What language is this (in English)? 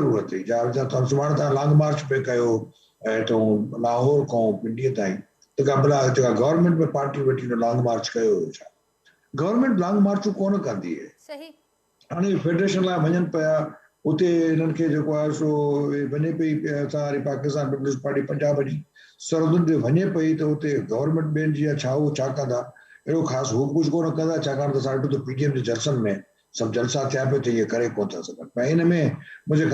Sindhi